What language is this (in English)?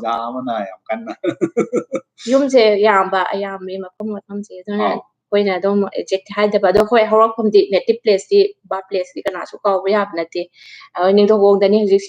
Manipuri